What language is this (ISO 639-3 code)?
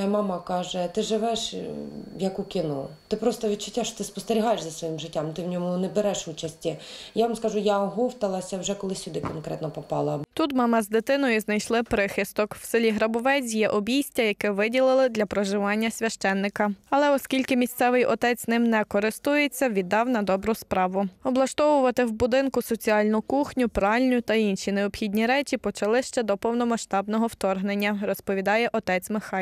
ukr